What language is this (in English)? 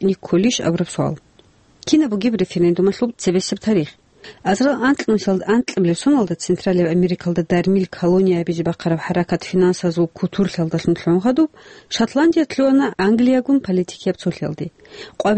Avaric